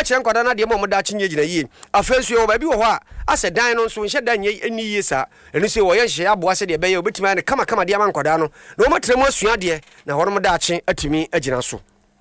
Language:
Akan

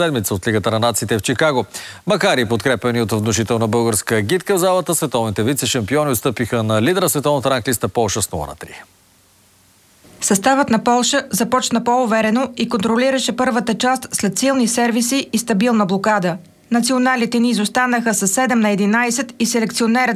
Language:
Bulgarian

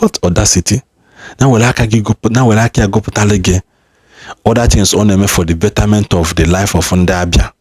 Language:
Igbo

